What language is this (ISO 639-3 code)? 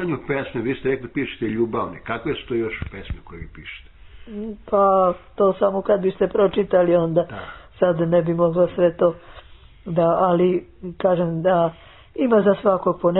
srp